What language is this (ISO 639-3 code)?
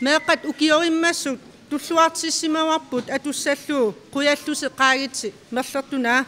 kal